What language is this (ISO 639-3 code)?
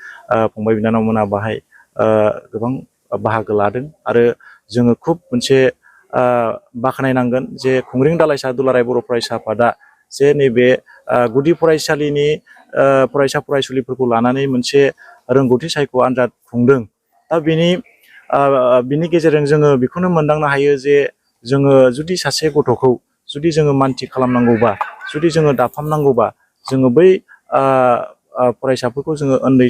brx